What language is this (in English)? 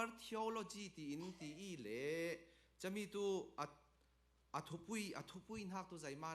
Falam Chin